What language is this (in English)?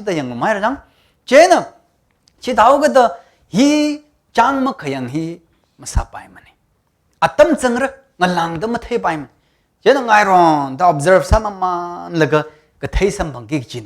Tangkhul Naga (India)